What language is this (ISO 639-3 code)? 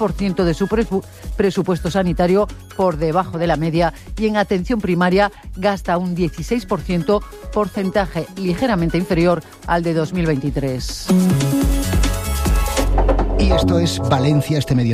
spa